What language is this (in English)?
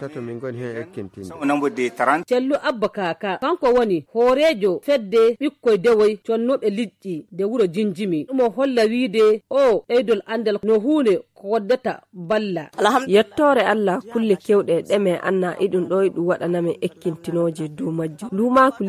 Nigerian Fulfulde